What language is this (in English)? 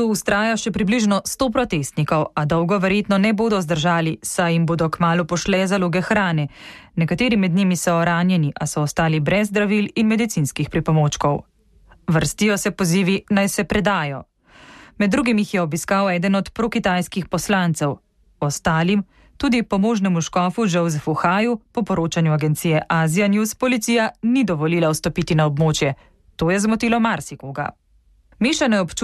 Slovenian